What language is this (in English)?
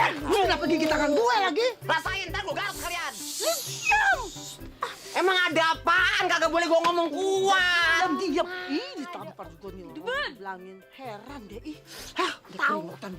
Betawi